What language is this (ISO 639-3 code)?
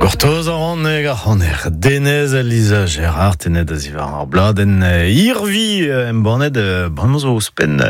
bre